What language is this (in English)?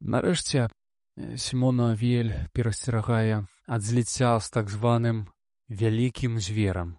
Belarusian